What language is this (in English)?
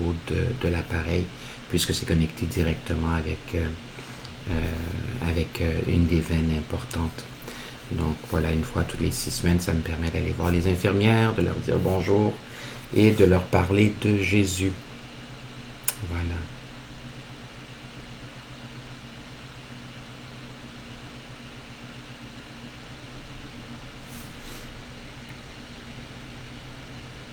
French